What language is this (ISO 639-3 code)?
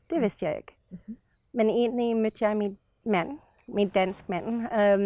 dan